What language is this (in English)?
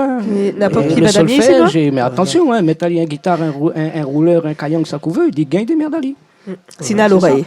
Réunion Creole French